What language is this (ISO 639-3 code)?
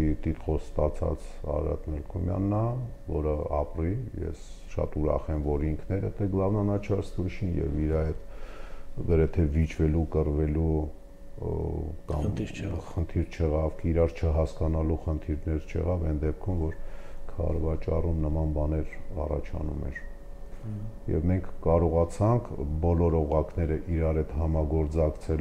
hye